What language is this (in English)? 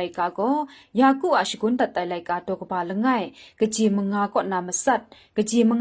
Kachin